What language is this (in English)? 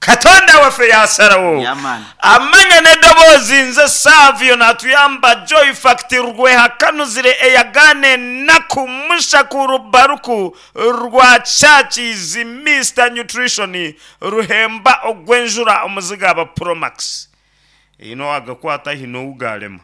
Nyankole